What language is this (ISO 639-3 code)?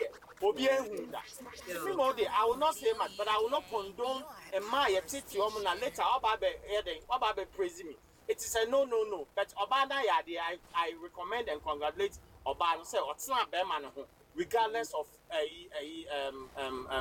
aka